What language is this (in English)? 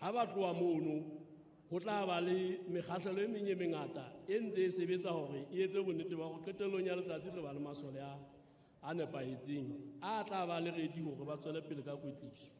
Southern Sotho